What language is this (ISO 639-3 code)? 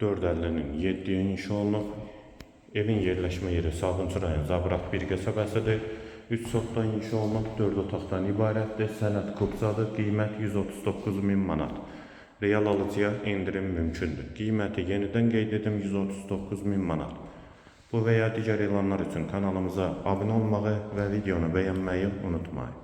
aze